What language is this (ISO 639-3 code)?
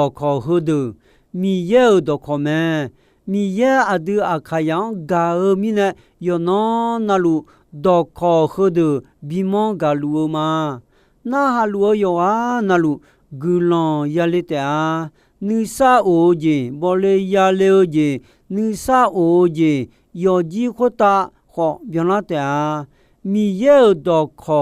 ahk